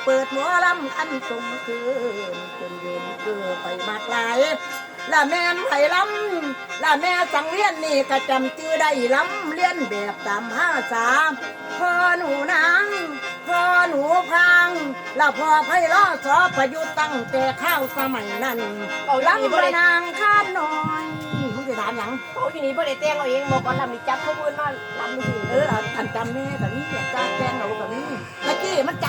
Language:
Northeastern Thai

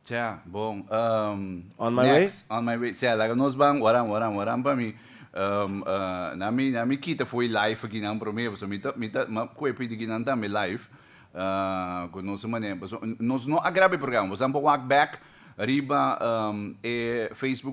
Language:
Papiamento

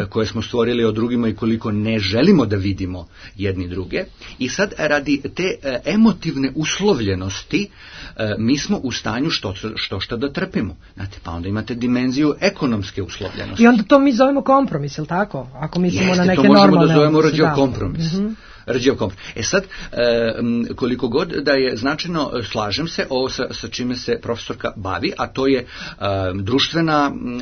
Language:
Serbian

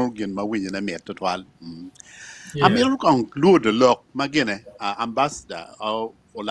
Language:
Acoli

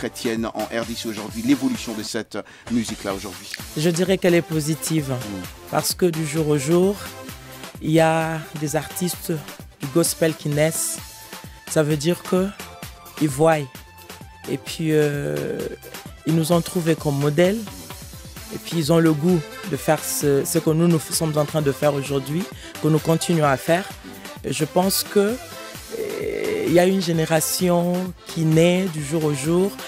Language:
French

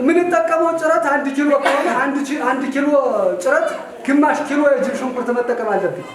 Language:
Amharic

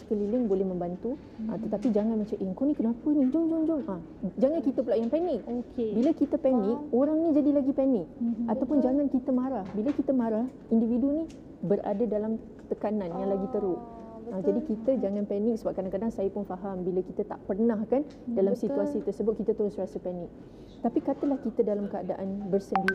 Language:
Malay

